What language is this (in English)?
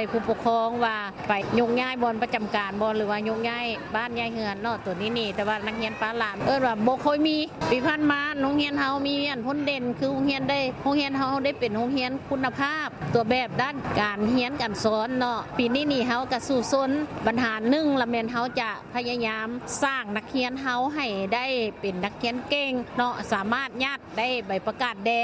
Lao